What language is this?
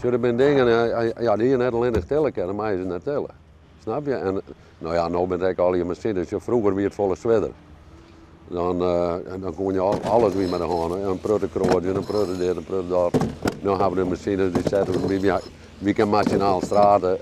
Western Frisian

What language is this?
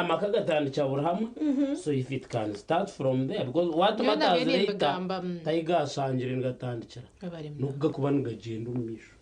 Nyankole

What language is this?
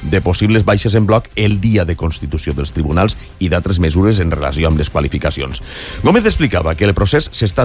Catalan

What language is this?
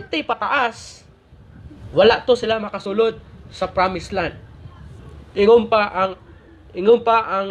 Cebuano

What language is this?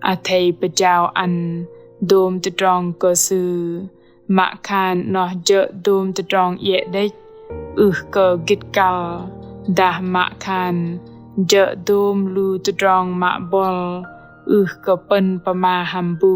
Bahnar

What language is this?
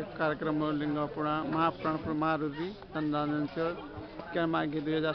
Nepali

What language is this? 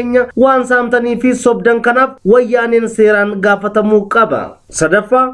Oromo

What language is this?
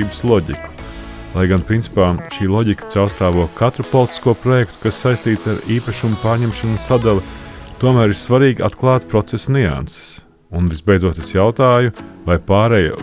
Latvian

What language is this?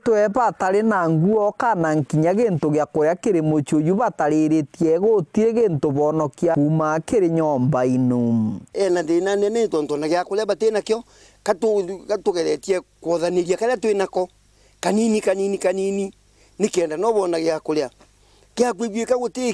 Meru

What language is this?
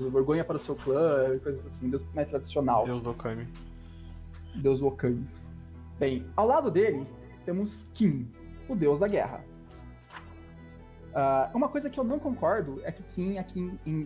Portuguese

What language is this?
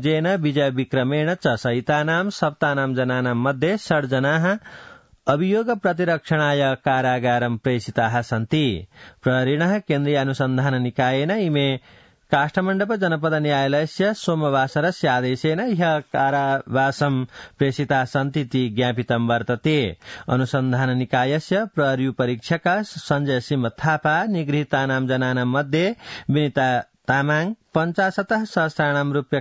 Sanskrit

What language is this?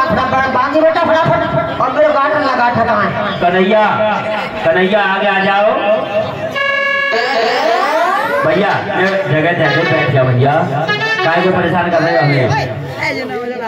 Hindi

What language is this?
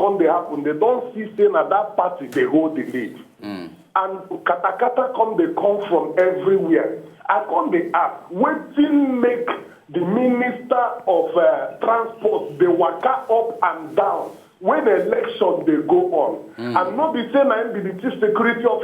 Nigerian Pidgin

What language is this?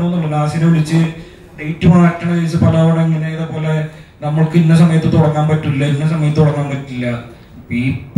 Malayalam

